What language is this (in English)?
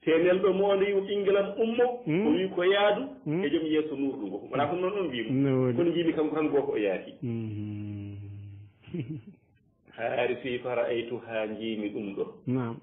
Fula